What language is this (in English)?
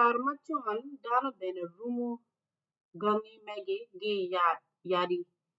Acoli